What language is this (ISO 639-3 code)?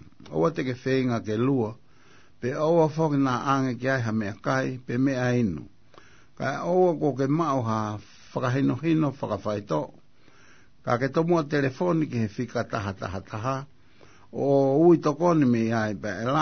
ton